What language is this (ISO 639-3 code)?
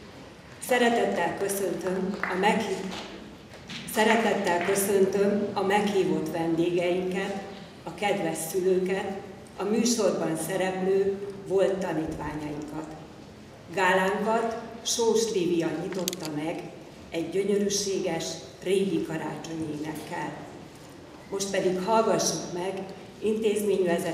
hun